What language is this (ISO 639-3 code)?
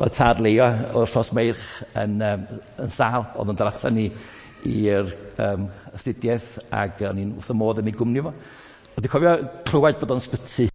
cym